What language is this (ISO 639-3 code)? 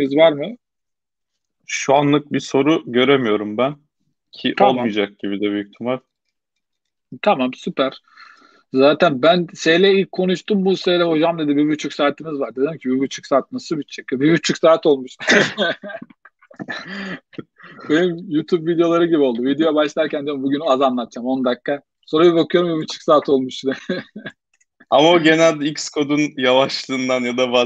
tur